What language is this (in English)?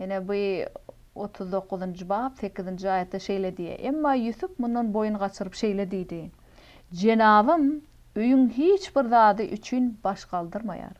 Turkmen